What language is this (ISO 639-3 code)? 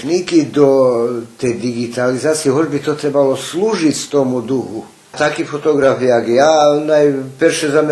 rue